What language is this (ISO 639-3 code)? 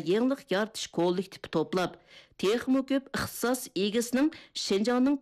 uig